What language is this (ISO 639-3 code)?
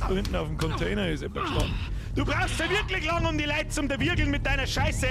bar